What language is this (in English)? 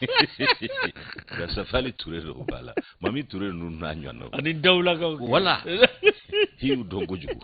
Bambara